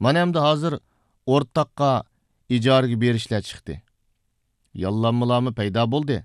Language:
Uyghur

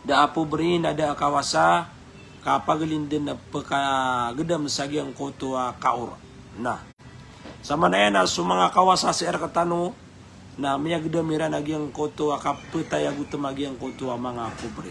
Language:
Maranao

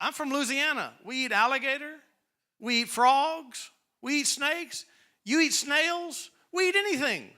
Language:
English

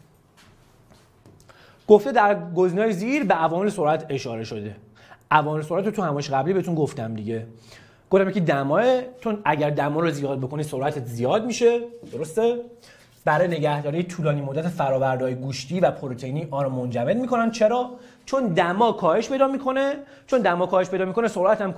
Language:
Persian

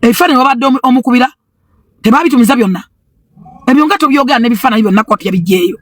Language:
Ganda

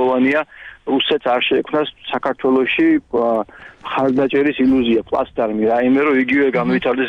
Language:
Georgian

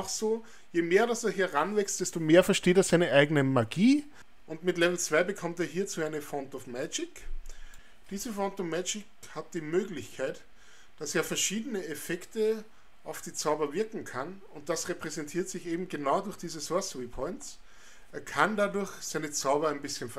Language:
German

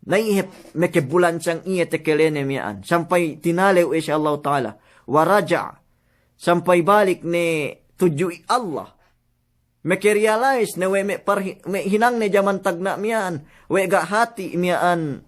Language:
Yakan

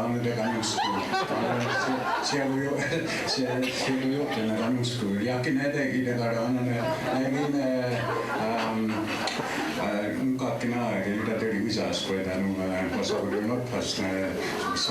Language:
Mohawk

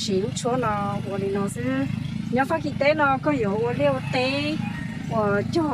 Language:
Hmong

